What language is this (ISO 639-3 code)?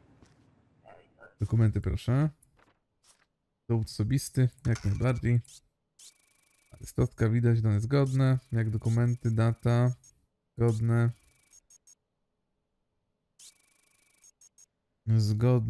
pol